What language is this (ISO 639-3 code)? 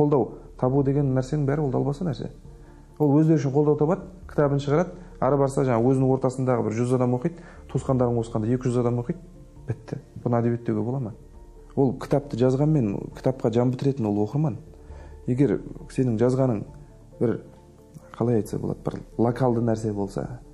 kaz